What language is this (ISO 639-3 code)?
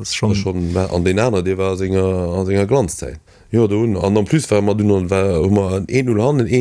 ltz